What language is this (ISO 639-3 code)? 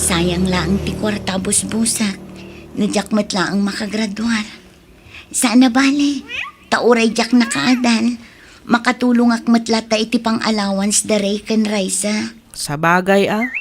ilo